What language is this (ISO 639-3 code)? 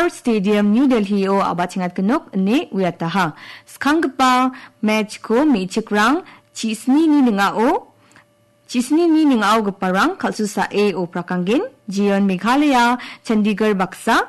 grt